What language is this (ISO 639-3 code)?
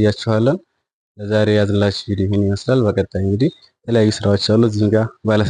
amh